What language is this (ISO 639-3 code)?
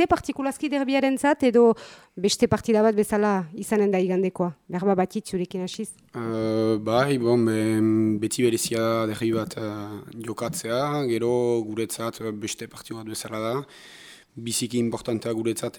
eus